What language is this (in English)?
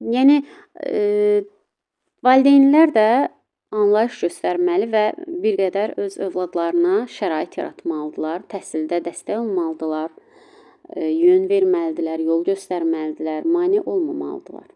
Azerbaijani